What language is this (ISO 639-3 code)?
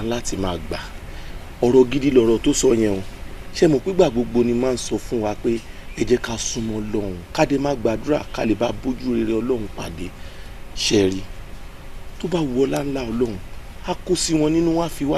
yor